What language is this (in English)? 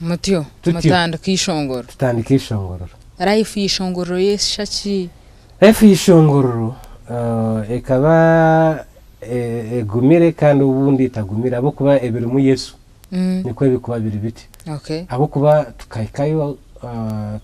Nyankole